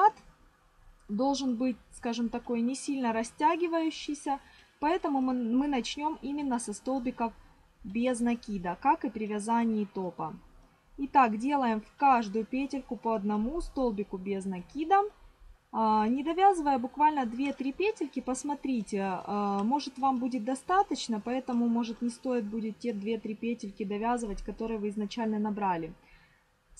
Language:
Russian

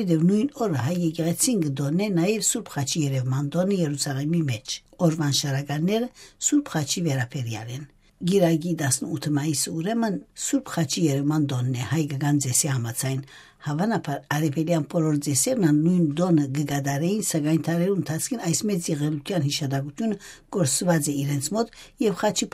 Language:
Western Armenian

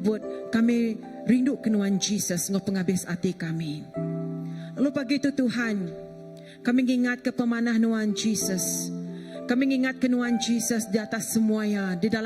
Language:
Iban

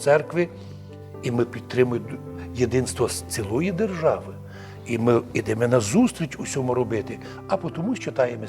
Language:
Rusyn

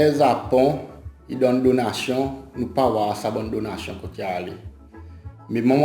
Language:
Seselwa Creole French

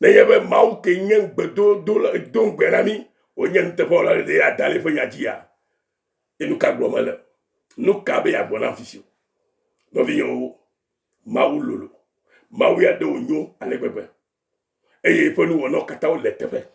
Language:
Ewe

